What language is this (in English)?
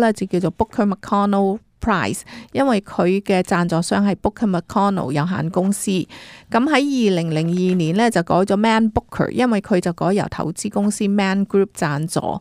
Cantonese